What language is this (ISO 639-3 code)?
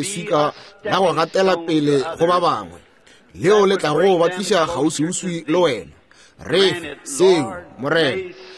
nso